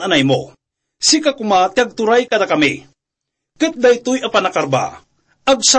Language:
Iloko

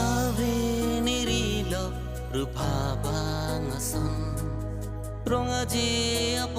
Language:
Karbi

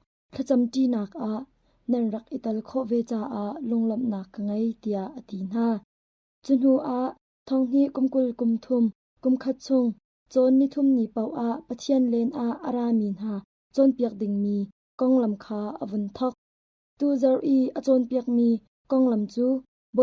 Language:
Hakha Chin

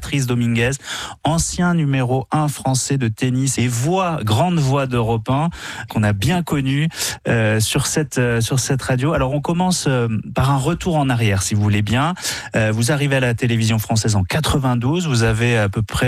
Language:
French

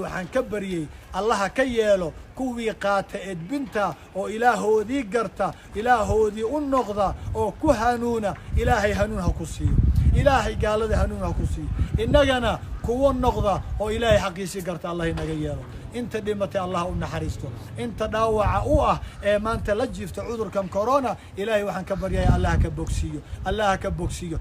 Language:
Somali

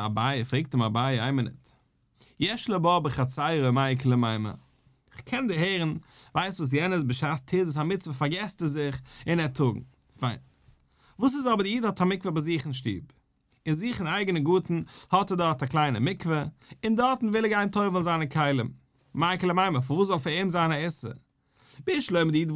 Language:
Yiddish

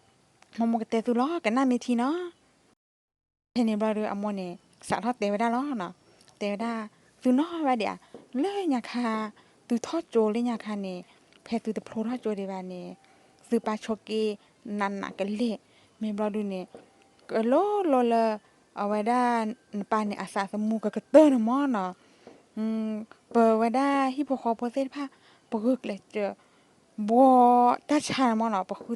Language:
S'gaw Karen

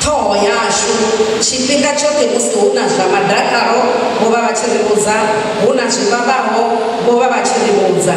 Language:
Venda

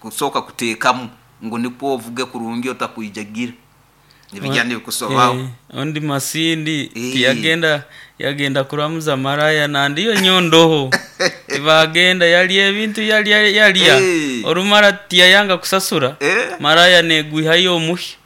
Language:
Nyoro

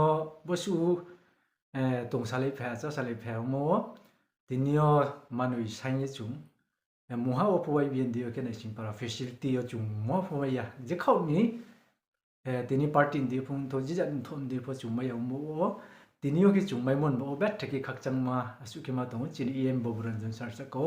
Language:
Riang (India)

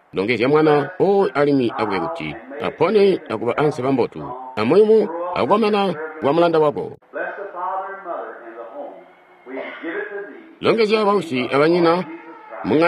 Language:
Tonga (Zambia)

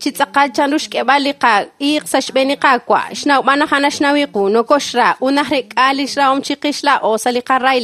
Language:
Kekchí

